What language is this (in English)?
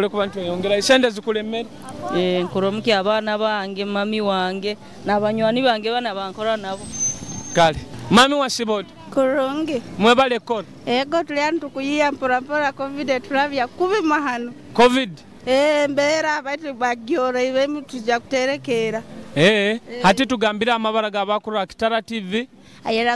Nyoro